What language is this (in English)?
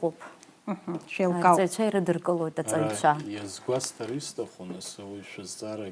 Abkhazian